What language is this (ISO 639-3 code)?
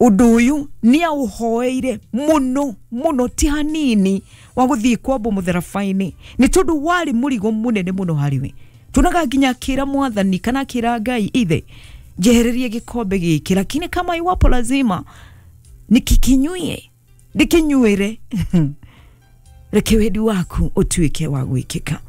kik